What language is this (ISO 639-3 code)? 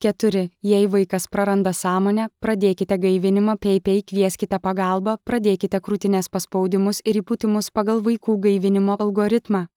lit